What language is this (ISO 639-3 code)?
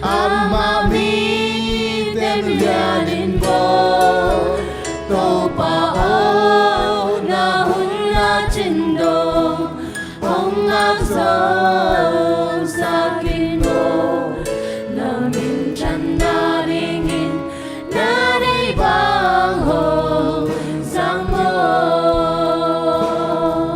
ctd